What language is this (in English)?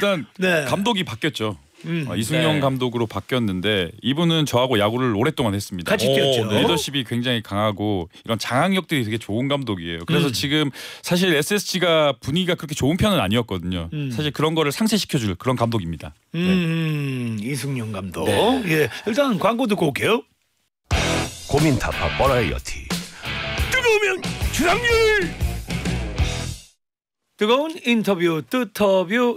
Korean